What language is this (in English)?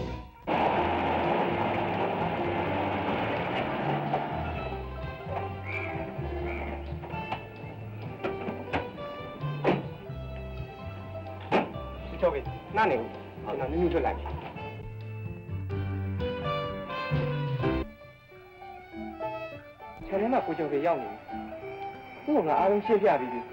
Burmese